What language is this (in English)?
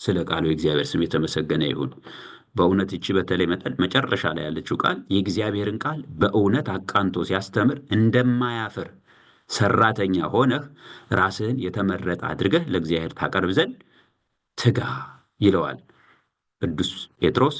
Amharic